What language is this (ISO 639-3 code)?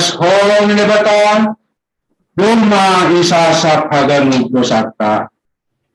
bts